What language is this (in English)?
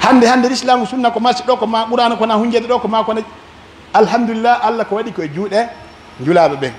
Pular